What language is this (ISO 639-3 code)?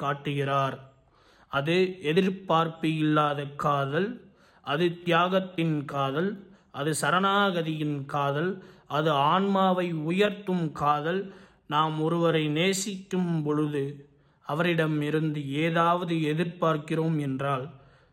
tam